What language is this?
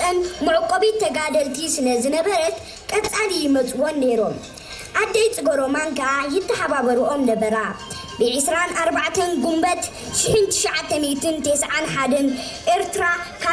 Tigrinya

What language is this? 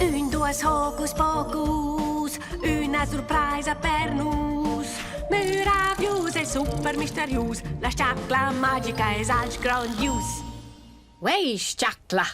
Romansh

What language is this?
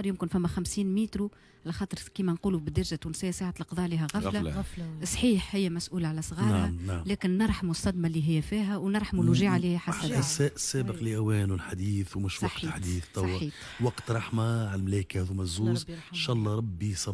Tunisian Arabic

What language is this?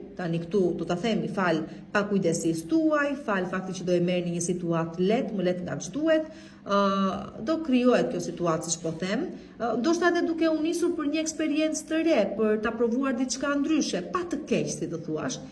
Albanian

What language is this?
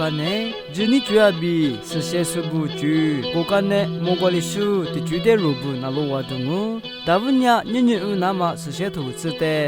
Lisu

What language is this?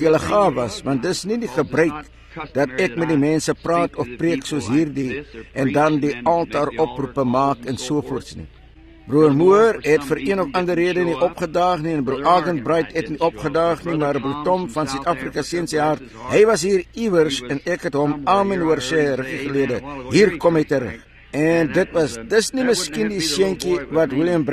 Afrikaans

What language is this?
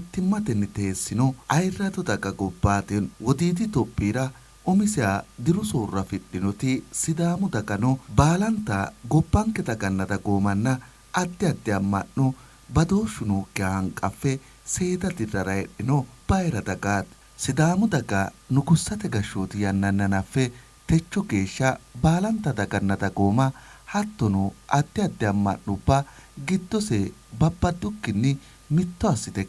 Sidamo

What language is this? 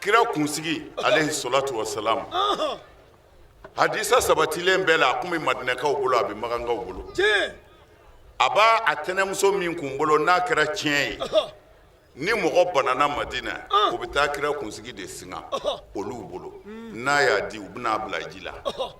Bambara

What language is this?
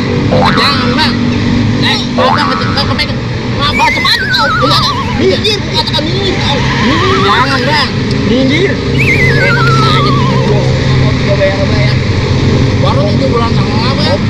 Betawi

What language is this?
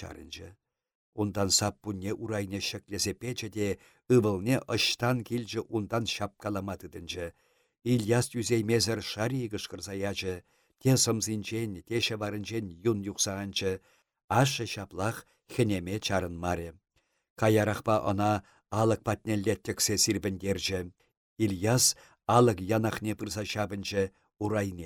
Chuvash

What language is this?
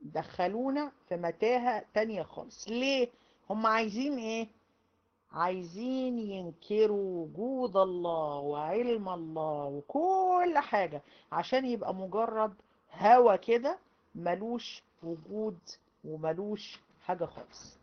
Egyptian Arabic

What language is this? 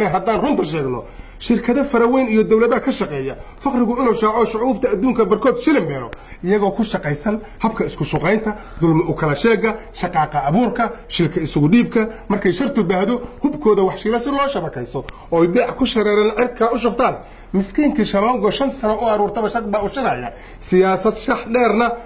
Somali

